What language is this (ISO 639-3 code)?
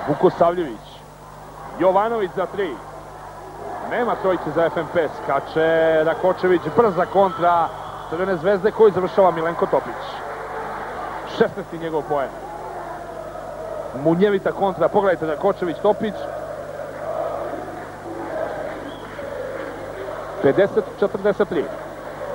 srp